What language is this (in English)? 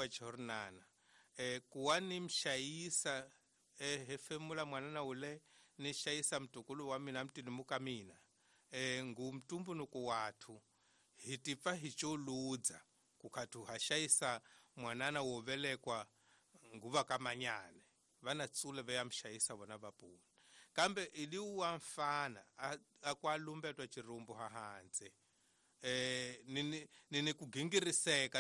Tsonga